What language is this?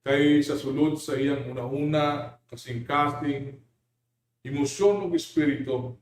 Cebuano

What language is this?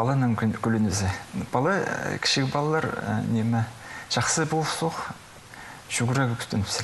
Khakas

